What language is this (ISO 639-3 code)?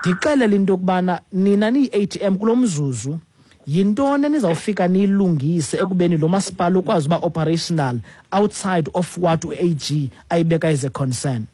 xho